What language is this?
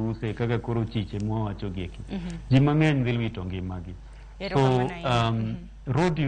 Luo (Kenya and Tanzania)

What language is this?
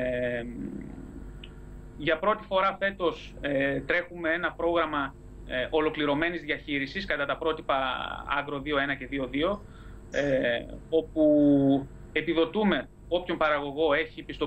Greek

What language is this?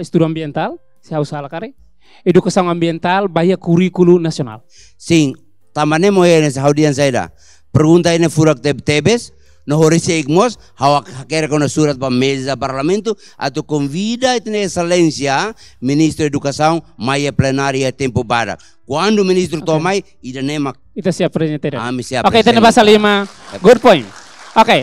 Tetum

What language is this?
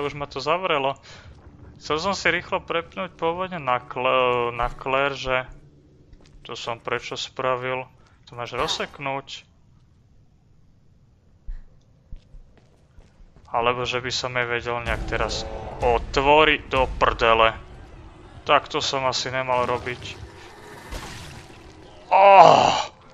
Slovak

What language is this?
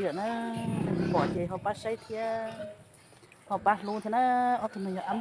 Hmong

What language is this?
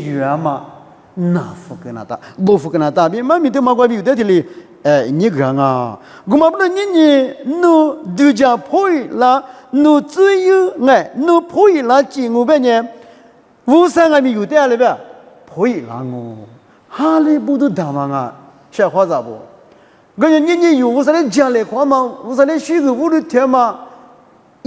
Lisu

